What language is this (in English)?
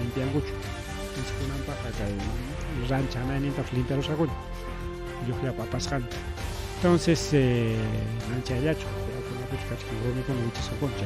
Ayacucho Quechua